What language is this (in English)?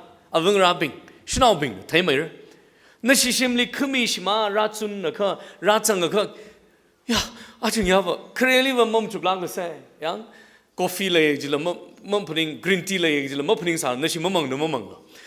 Tangkhul Naga (India)